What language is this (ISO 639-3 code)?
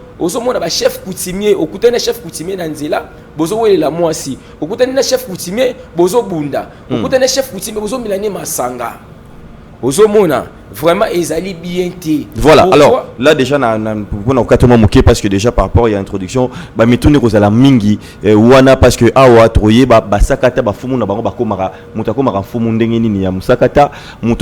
lin